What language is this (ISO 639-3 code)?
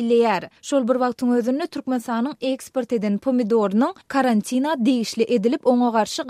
tuk